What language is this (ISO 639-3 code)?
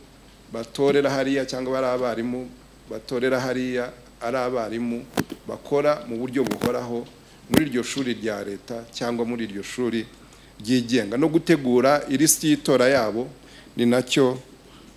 kin